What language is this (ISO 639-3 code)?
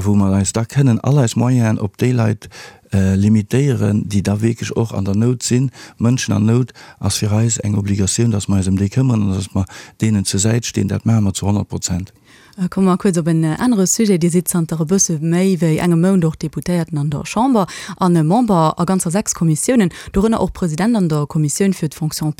ltz